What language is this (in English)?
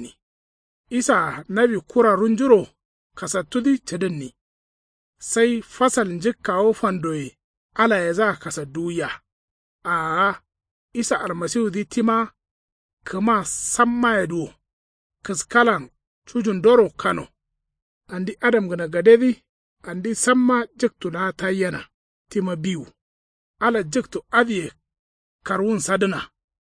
Kanuri